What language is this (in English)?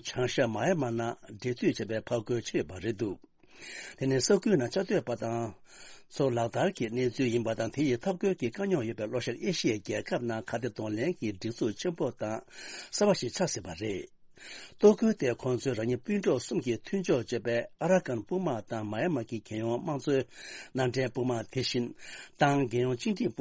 Tibetan